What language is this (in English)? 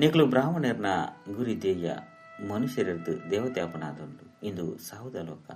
Tulu